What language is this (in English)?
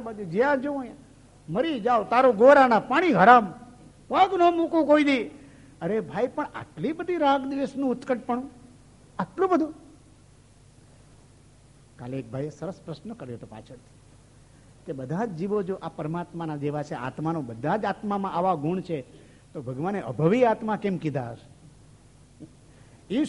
Gujarati